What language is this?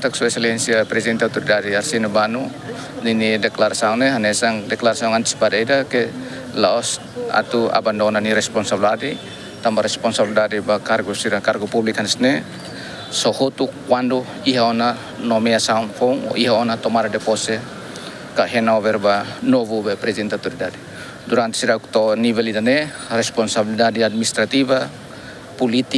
Tetum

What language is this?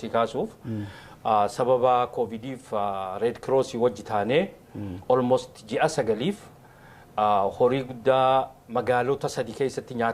Oromo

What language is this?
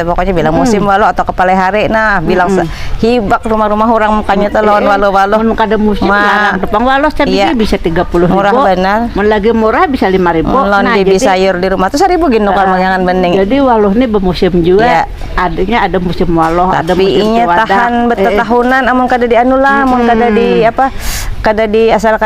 Banjar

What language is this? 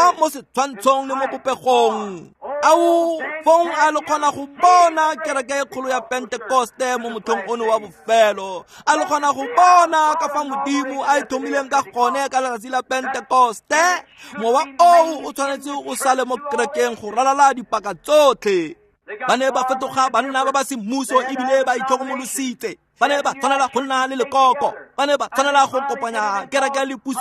Tswana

